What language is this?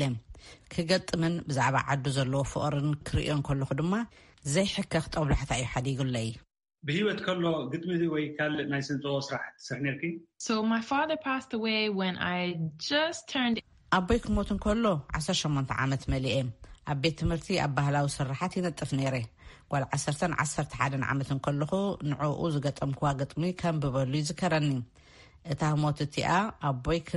Tigrinya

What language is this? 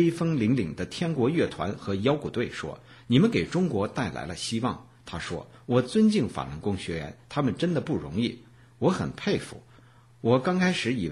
Chinese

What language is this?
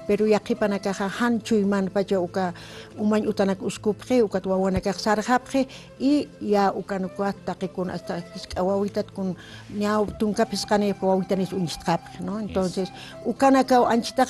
Aymara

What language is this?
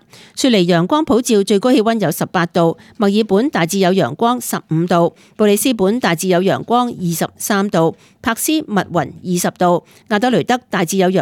Cantonese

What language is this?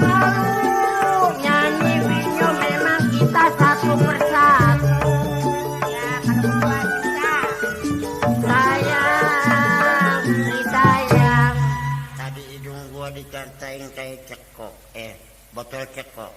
Betawi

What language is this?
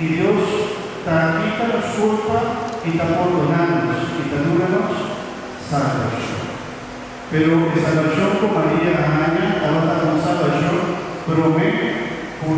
Papiamento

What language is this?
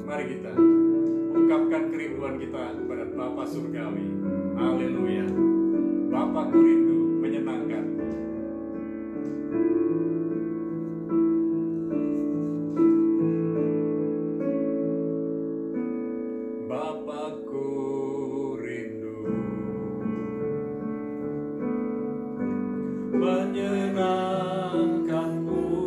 Indonesian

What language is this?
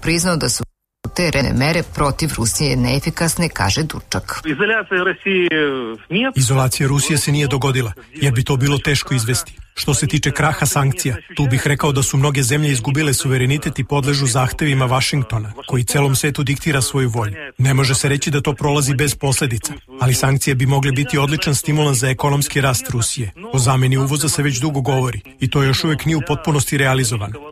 Serbian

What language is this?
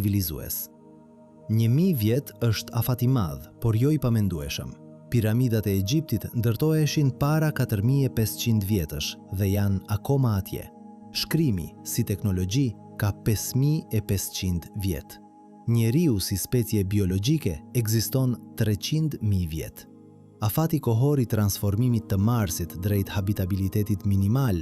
Albanian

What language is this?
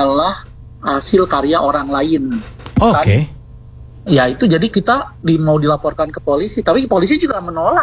Indonesian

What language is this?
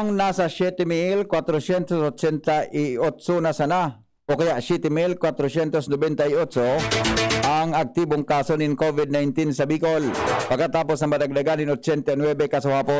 Bikol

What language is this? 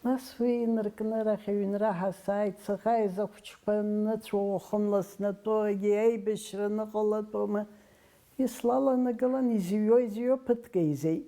Abkhazian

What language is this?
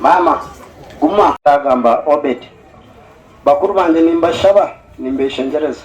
Nyankole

